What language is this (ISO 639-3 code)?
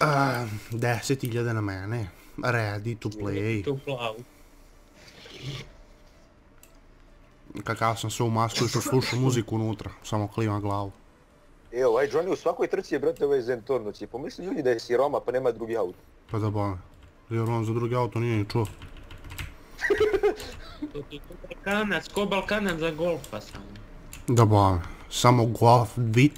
bos